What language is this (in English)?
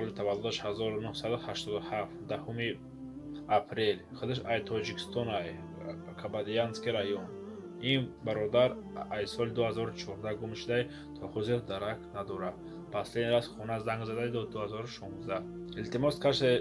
Tajik